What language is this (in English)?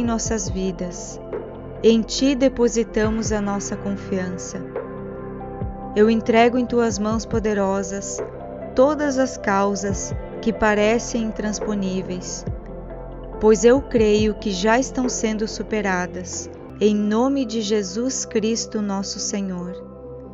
Portuguese